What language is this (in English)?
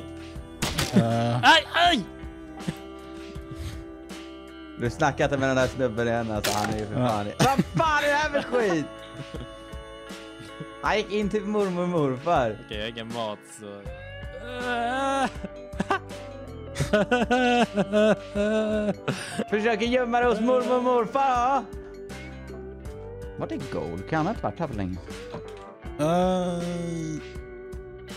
Swedish